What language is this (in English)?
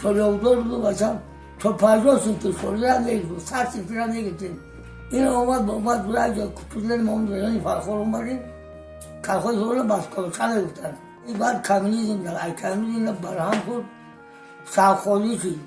Tajik